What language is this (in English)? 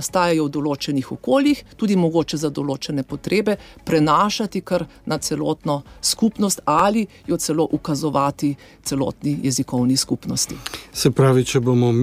Slovenian